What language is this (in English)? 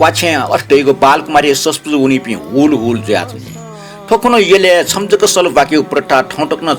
Newari